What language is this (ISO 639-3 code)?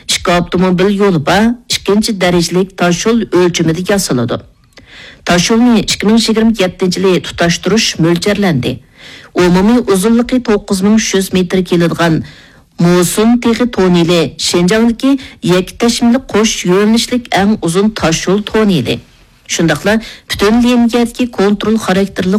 uig